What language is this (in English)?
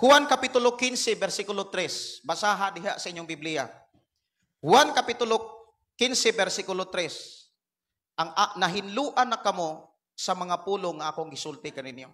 Cebuano